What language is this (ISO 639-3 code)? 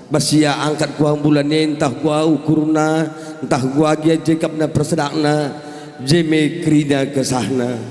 btx